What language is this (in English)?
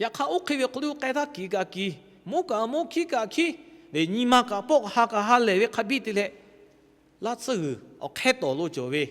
Lahu